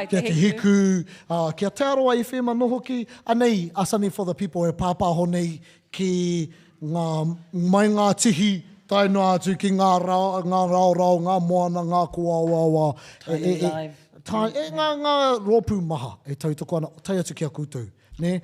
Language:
Māori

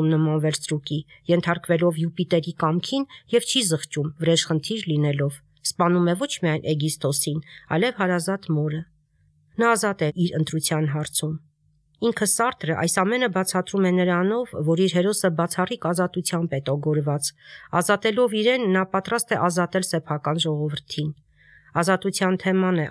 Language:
Armenian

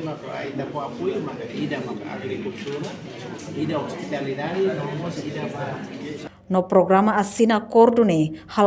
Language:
Tetum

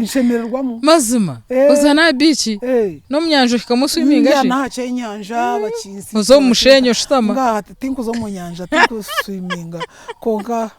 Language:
Nyankole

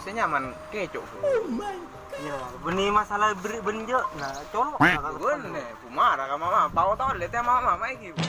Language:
Madurese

